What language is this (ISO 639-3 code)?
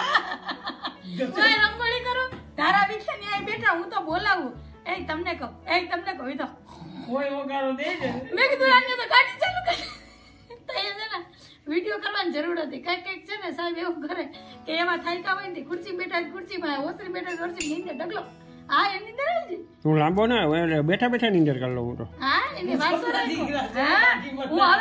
guj